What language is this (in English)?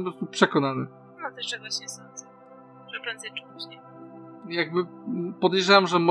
Polish